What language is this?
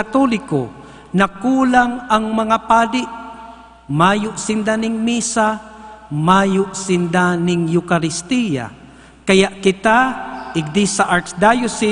Bikol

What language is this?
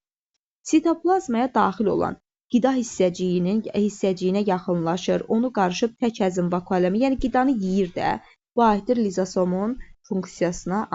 Azerbaijani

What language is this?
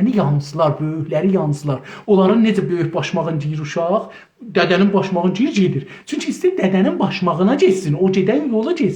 South Azerbaijani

